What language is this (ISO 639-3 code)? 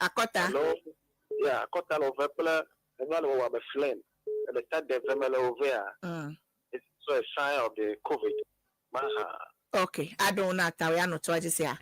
ewe